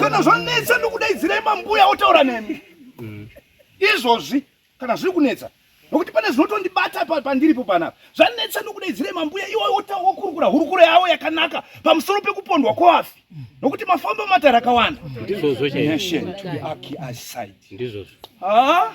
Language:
Shona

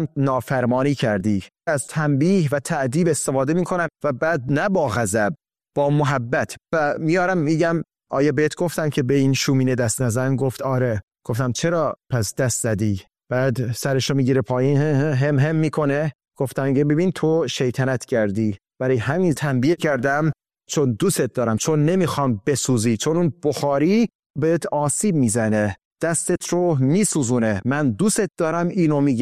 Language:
Persian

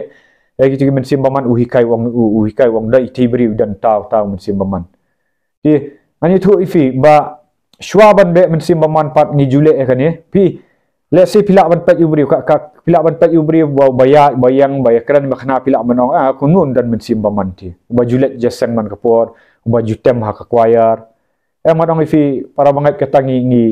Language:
Khasi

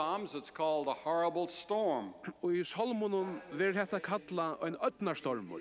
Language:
Faroese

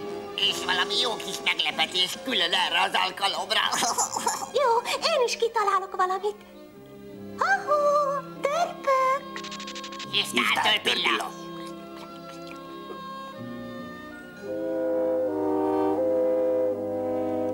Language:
Hungarian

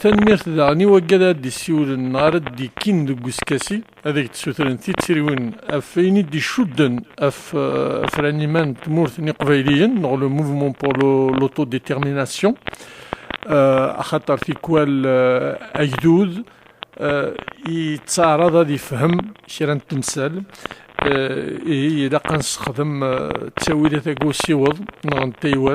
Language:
Kabyle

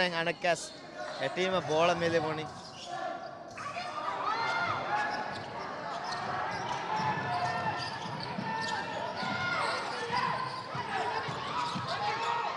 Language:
Divehi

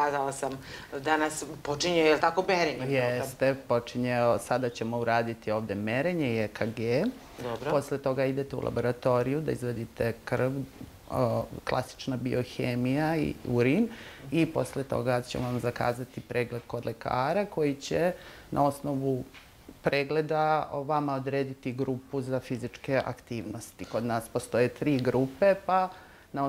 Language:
Serbian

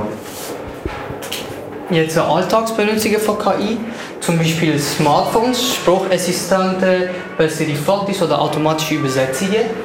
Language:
German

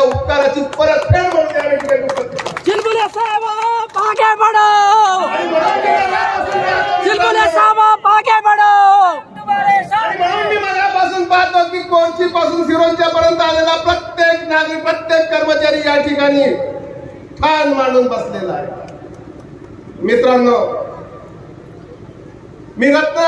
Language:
Marathi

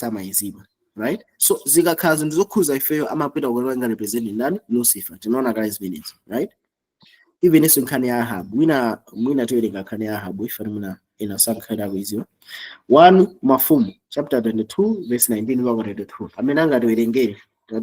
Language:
Nyanja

